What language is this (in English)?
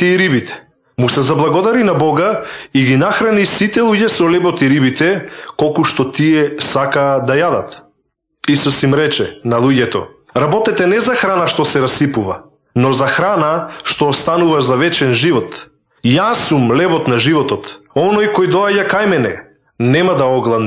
Macedonian